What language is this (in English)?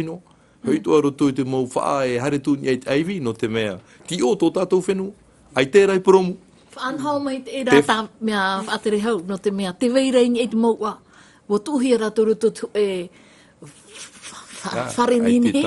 Tahitian